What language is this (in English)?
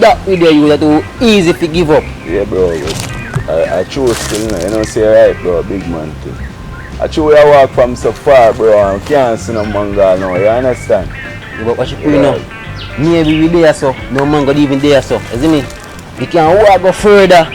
Jamaican Creole English